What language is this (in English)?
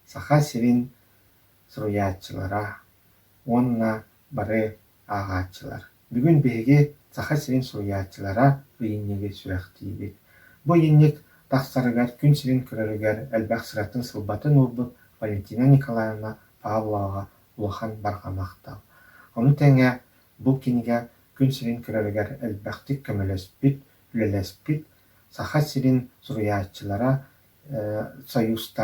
Yakut